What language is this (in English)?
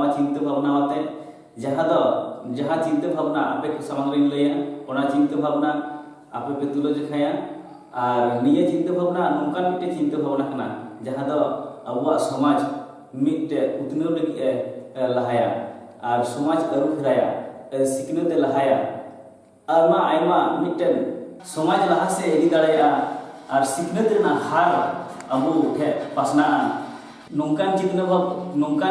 Santali